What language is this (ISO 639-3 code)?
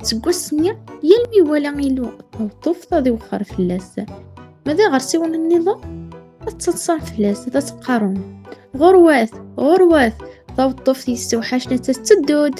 kab